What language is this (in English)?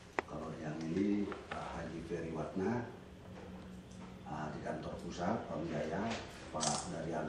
Indonesian